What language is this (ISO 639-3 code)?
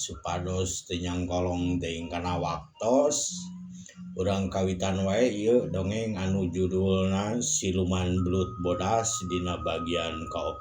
sun